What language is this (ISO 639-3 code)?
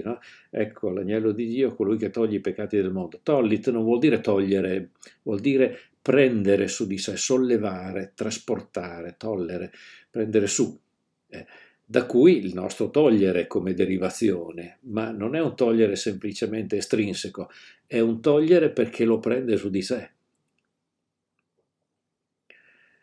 ita